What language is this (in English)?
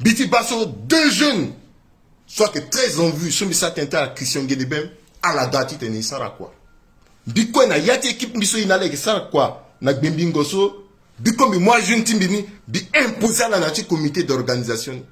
Sango